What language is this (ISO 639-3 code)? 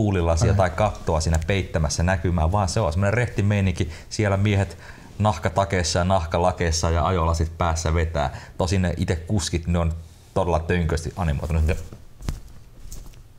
fin